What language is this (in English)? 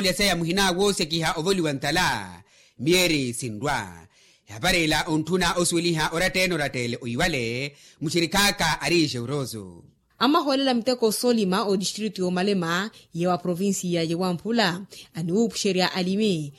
Makhuwa